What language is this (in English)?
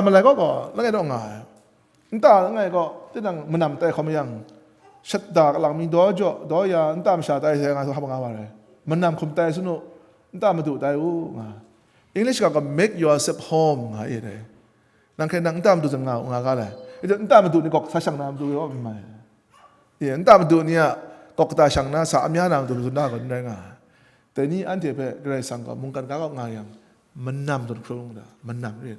Kachin